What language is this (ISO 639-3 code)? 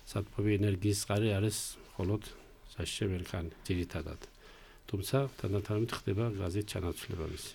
kat